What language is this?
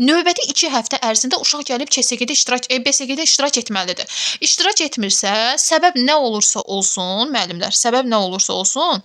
Azerbaijani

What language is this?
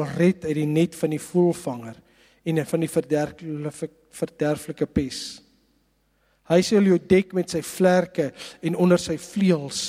Afrikaans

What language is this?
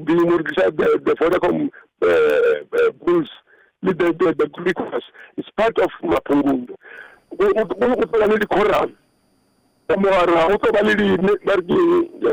Northern Sotho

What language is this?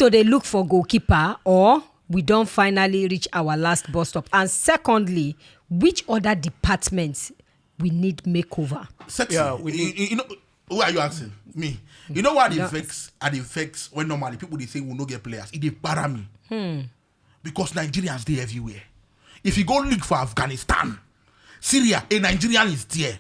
Nigerian Pidgin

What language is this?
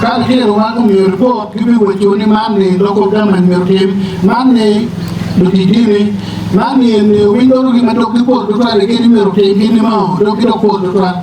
Acoli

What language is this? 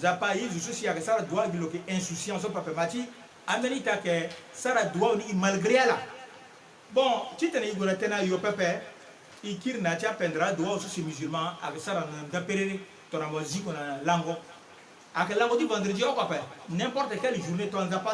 Sango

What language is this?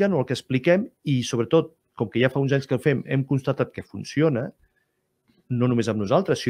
Catalan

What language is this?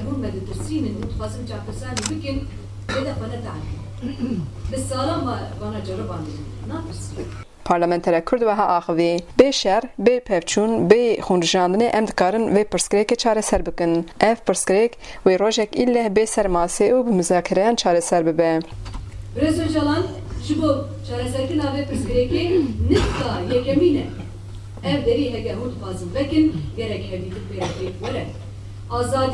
Kurdish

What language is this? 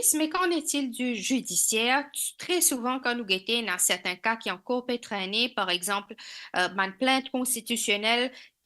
Morisyen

